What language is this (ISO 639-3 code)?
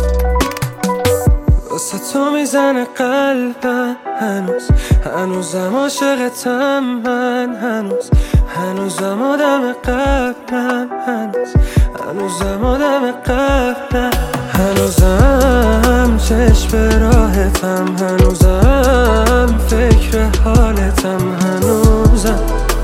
fas